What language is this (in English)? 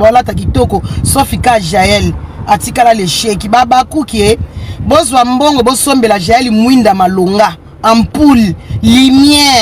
Lingala